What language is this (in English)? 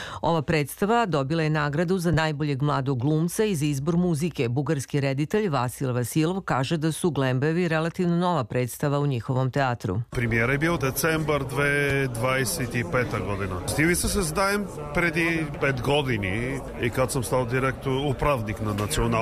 Serbian